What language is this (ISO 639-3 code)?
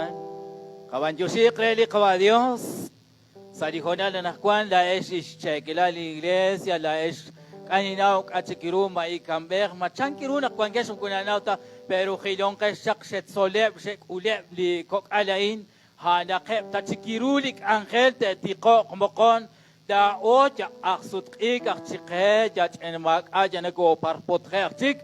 kek